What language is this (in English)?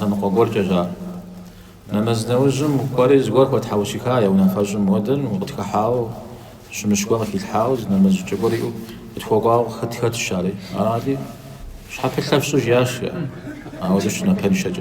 Kabardian